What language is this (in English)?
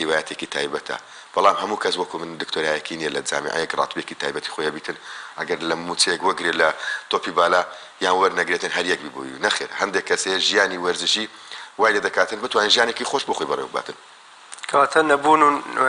Central Kurdish